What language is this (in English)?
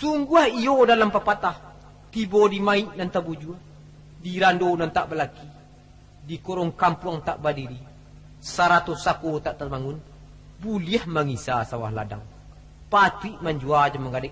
Minangkabau